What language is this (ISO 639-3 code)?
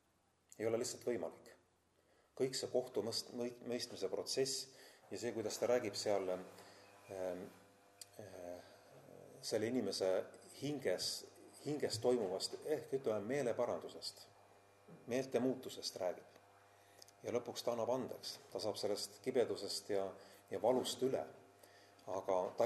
est